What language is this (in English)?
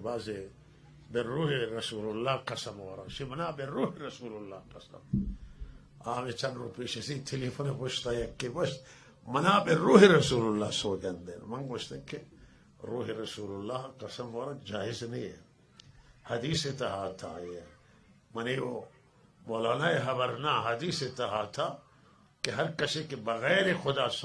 Baluchi